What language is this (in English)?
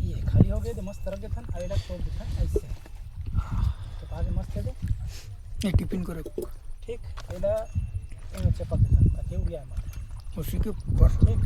Chhattisgarhi